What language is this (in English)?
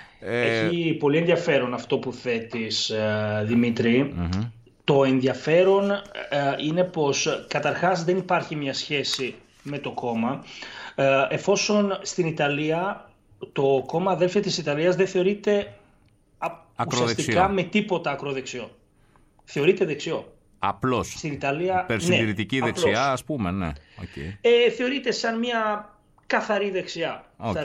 Greek